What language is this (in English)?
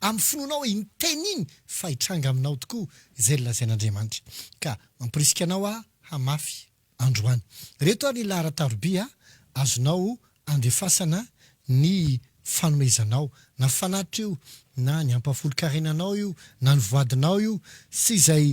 Malagasy